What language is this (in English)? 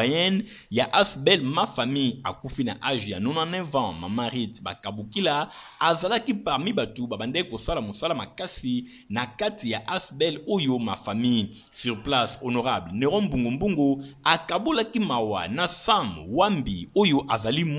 Lingala